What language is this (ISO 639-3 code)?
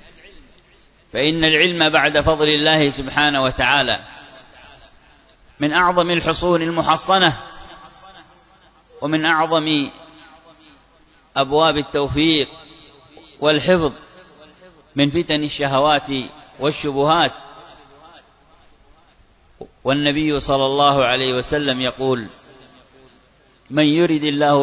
ara